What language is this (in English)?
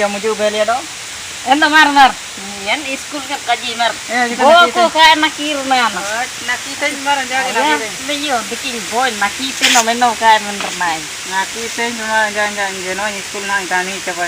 Ho